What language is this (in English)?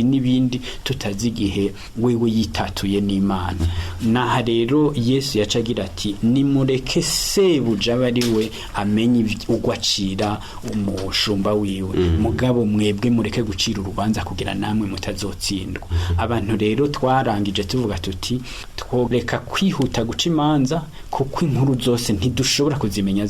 Rundi